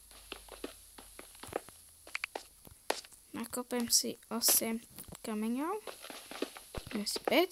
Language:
Slovak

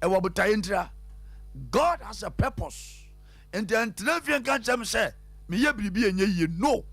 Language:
Akan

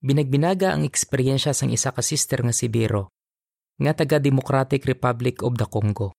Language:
Hiligaynon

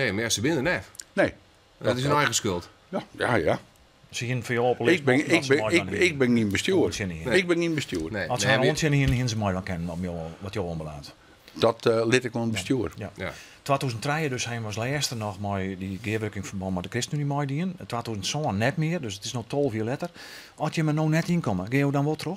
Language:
Western Frisian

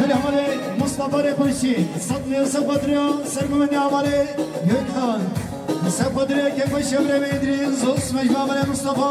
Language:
Kurdish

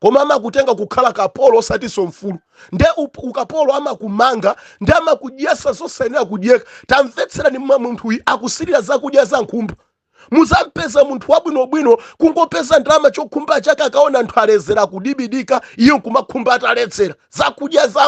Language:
Nyanja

